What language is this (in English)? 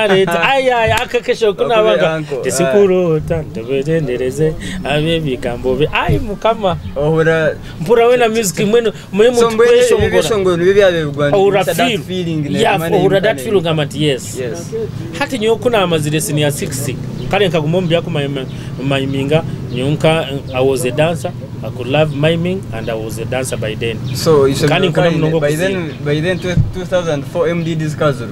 Nyankole